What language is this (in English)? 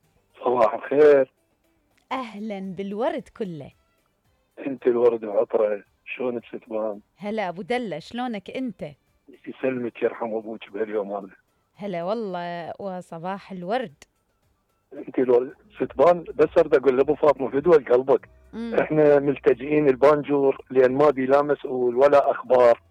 Mesopotamian Arabic